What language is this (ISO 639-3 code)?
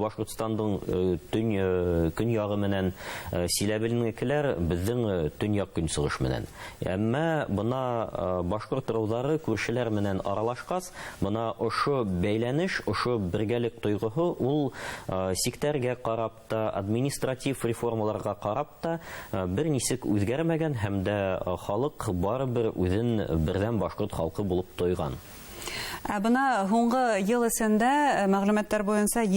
bak